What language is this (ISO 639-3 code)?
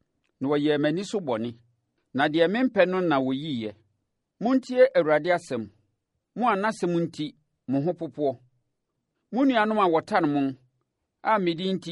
aka